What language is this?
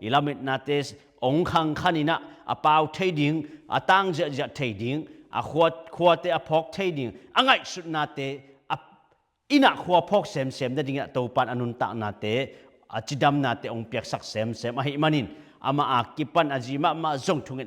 Tedim Chin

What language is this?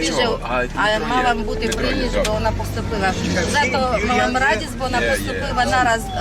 Rusyn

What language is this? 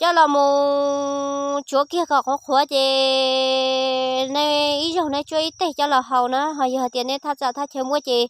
Hmong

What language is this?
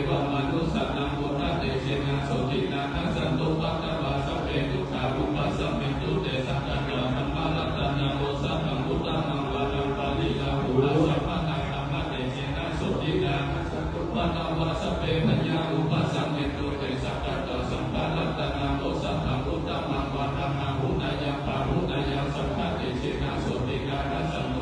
Pali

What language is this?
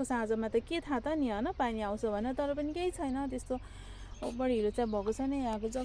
Nepali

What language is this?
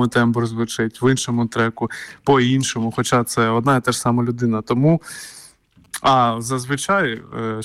Ukrainian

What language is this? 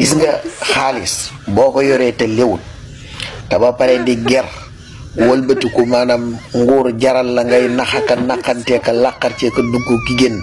Wolof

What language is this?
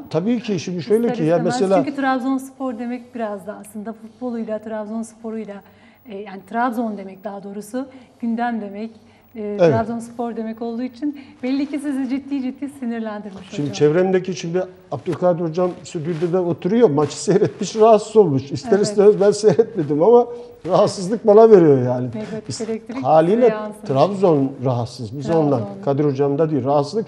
Turkish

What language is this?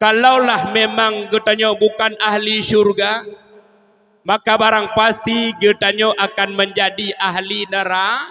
Achinese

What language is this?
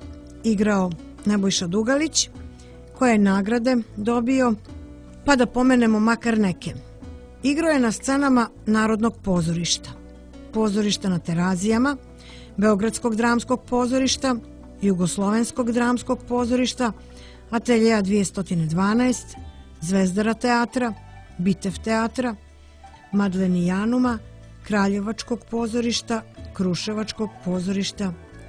Serbian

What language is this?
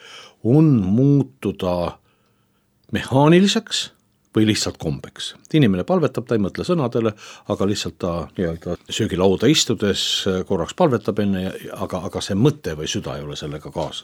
Estonian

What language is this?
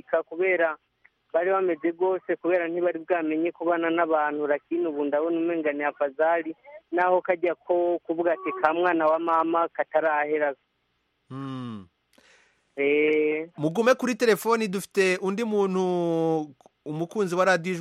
Kinyarwanda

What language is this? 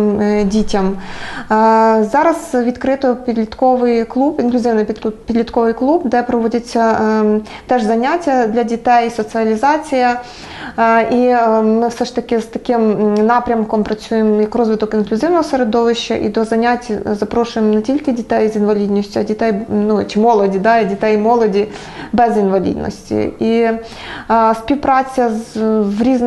Ukrainian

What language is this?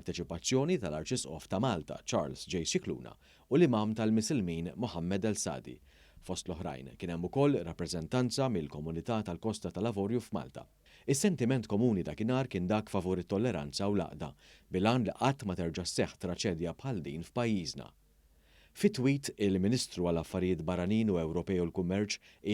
Maltese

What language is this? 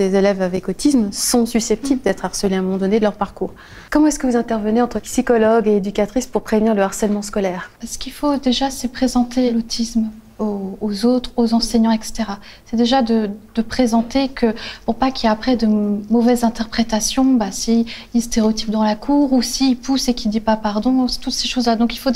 French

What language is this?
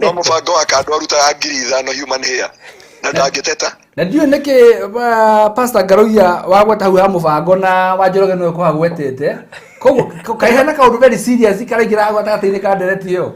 Kikuyu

